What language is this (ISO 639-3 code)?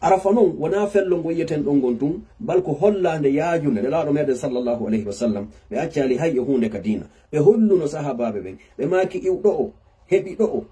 ful